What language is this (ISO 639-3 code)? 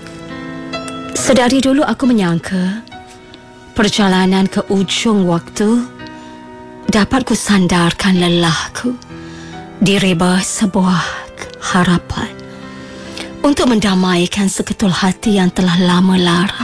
msa